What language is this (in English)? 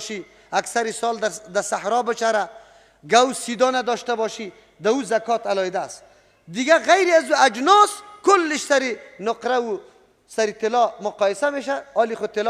Persian